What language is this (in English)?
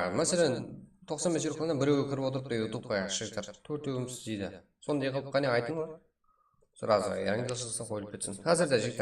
Kara-Kalpak